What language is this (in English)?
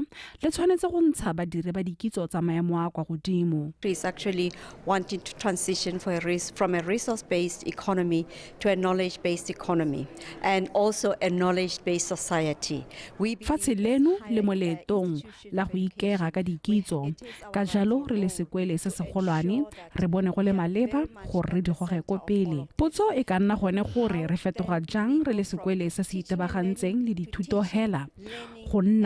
Tswana